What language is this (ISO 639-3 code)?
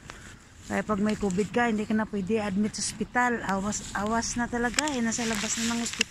fil